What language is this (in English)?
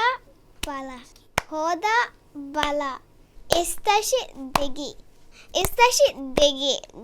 Divehi